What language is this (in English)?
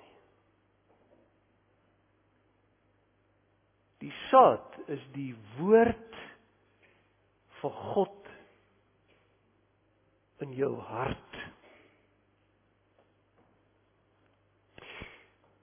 Afrikaans